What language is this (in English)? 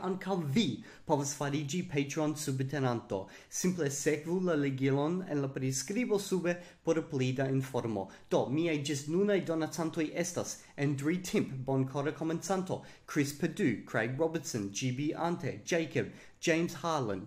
Esperanto